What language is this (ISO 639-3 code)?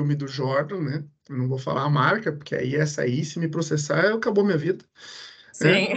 por